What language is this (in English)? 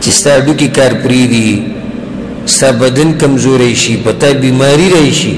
Pashto